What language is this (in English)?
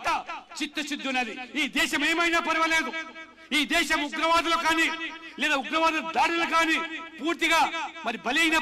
Telugu